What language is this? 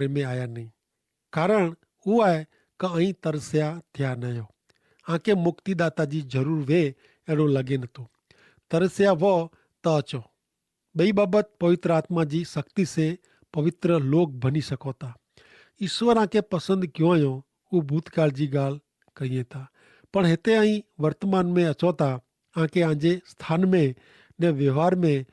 Kachhi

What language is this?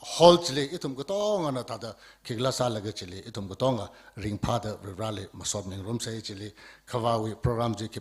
Tangkhul Naga (India)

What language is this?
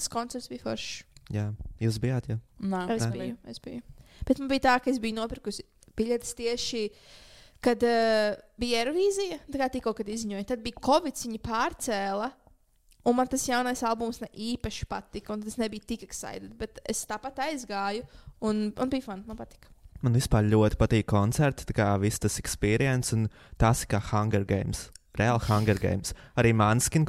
Latvian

